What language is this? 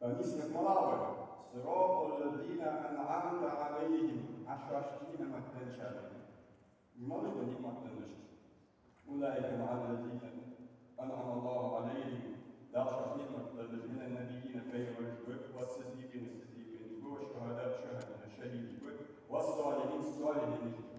Ingush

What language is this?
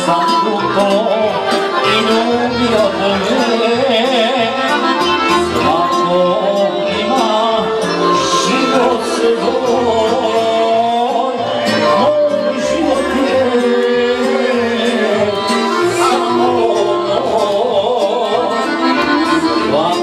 Croatian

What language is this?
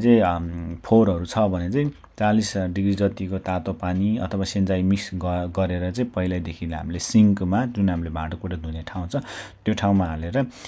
Nepali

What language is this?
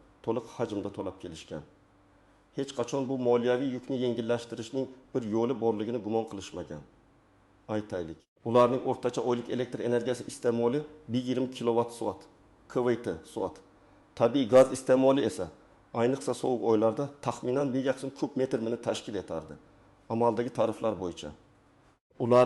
Uzbek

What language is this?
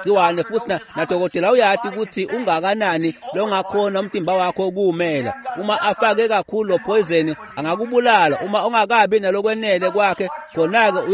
Swati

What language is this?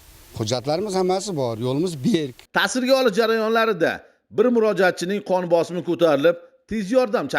Uzbek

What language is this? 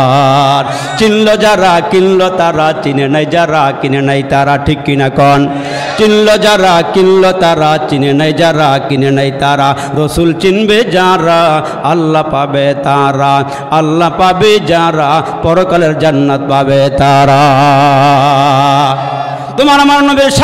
Bangla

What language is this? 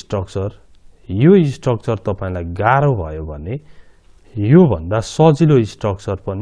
Nepali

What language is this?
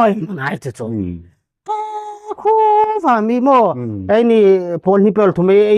Hmar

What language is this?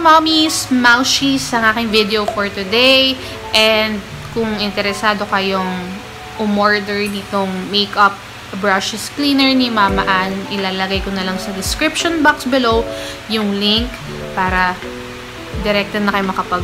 Filipino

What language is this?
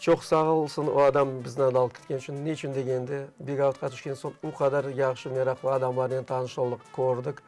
Crimean Tatar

